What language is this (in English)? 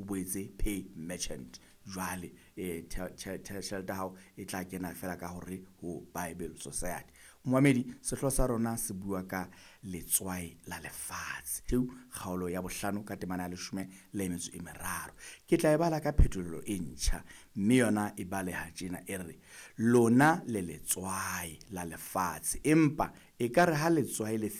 Southern Sotho